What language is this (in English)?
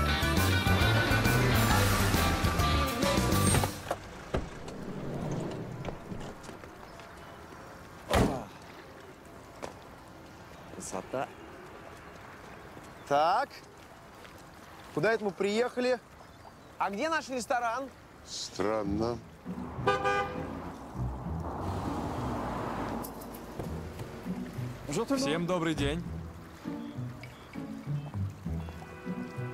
Russian